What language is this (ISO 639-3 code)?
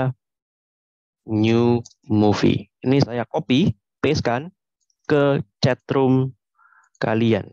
ind